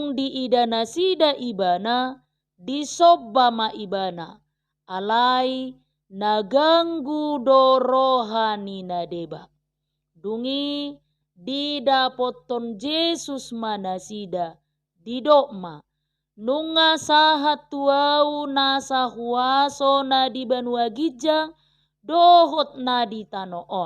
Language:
Batak Toba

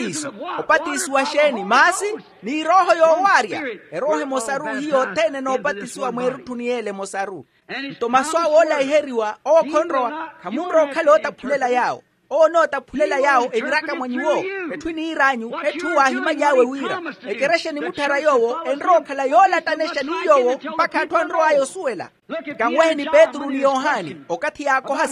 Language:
Makhuwa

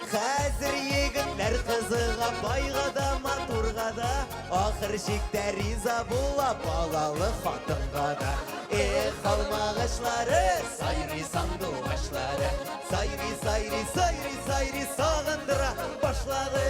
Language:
Tatar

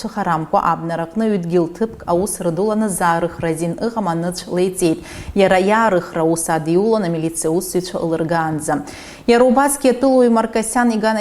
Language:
Abkhazian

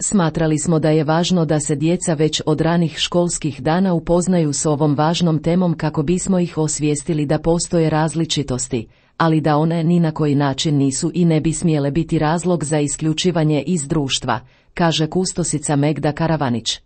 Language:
Croatian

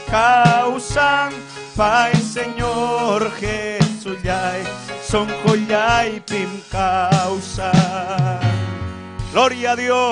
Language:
Ayacucho Quechua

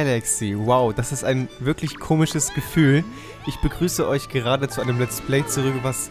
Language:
German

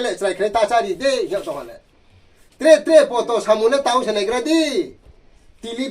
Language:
Riang (India)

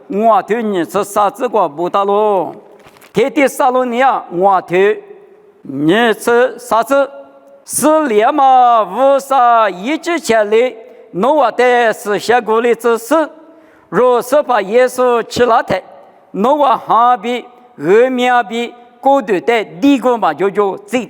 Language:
Lisu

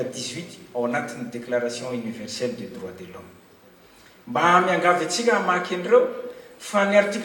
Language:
Malagasy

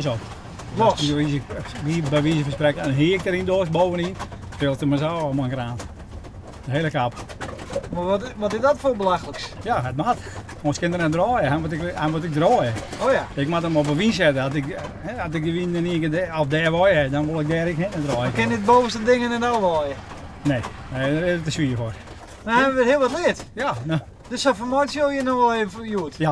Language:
Western Frisian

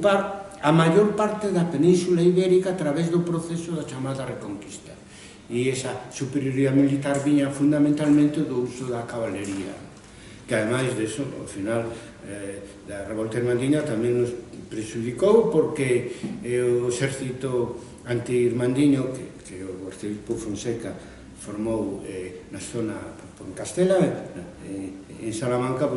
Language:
Galician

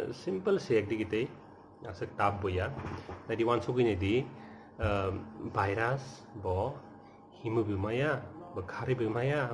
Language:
Kok Borok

